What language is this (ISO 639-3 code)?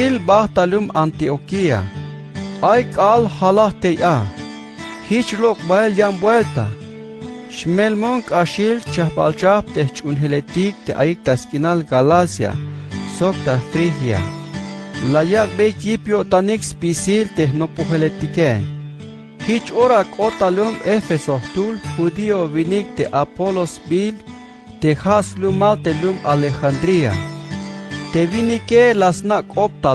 tzh